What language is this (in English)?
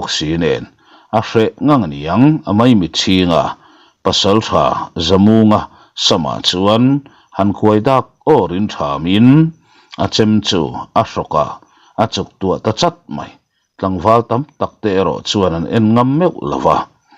Mizo